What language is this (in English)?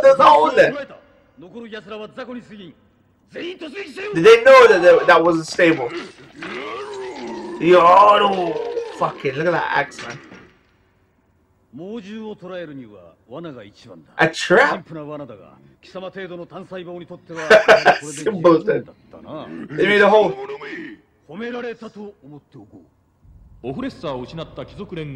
Japanese